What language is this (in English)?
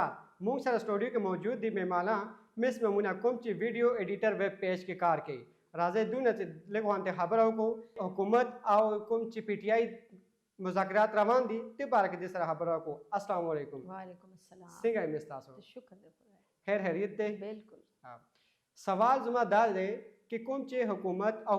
Pashto